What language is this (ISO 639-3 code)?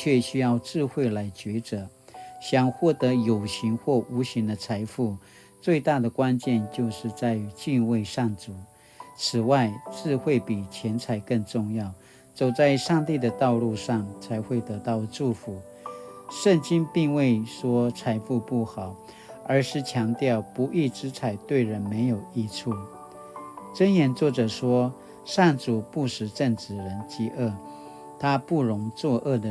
pwn